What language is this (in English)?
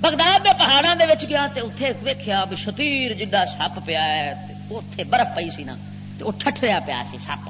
Western Panjabi